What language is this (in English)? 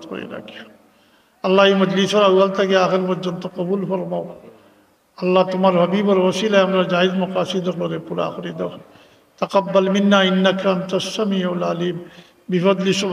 Sylheti